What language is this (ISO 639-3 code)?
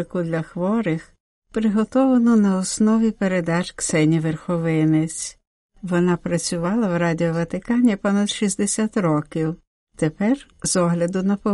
ukr